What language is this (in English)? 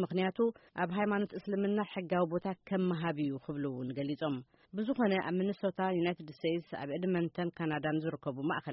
Tigrinya